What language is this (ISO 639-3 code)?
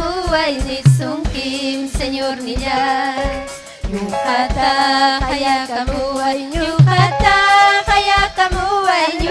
quy